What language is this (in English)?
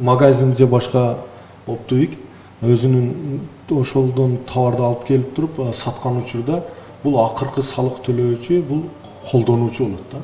Kyrgyz